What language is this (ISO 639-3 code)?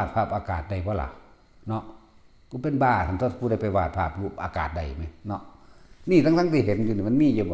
tts